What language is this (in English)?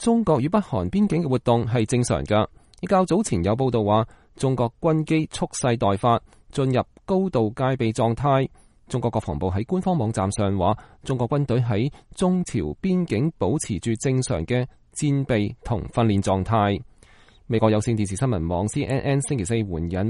Cantonese